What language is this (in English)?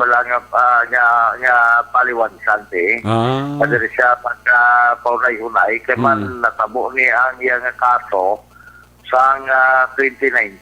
Hiligaynon